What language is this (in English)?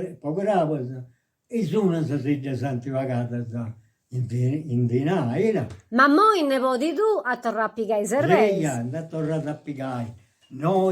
Sardinian